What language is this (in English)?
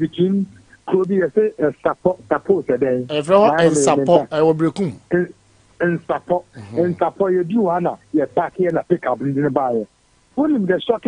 Akan